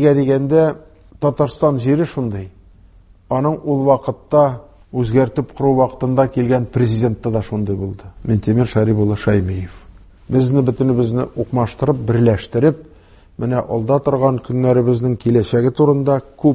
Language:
Tatar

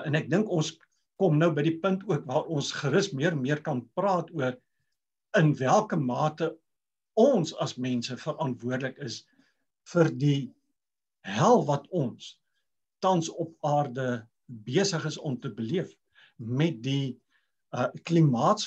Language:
Afrikaans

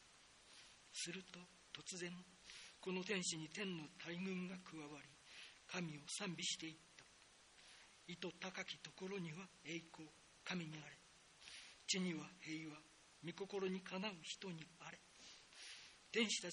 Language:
Japanese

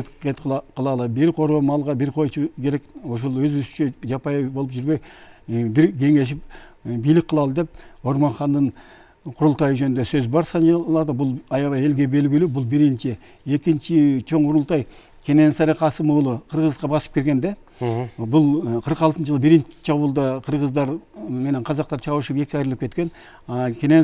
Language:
Kyrgyz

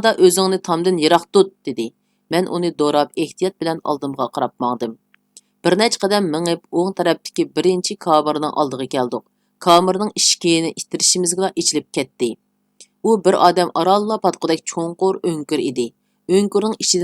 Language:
Uyghur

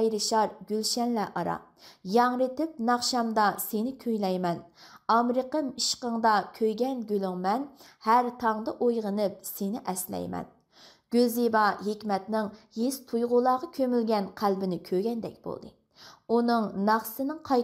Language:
Uyghur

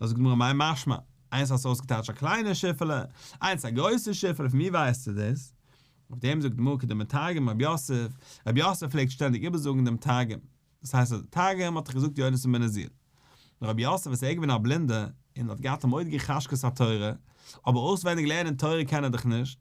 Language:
Yiddish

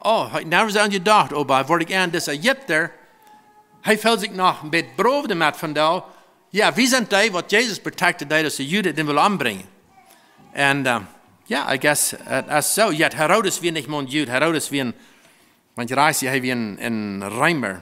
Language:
Plautdietsch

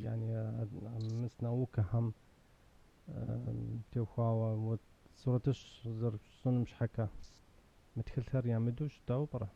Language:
Kabardian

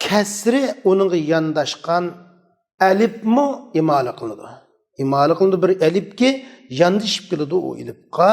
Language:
Uyghur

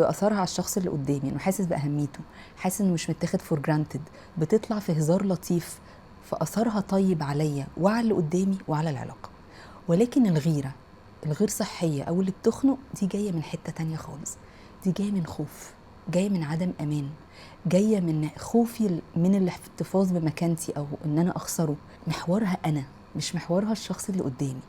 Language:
Egyptian Arabic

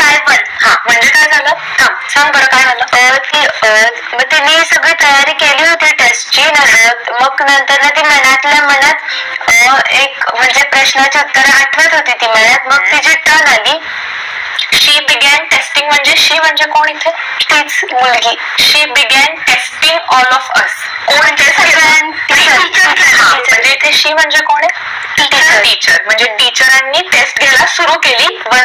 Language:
Marathi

